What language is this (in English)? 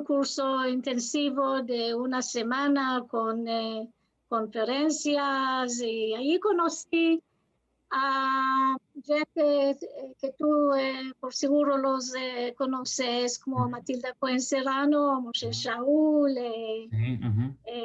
Ladino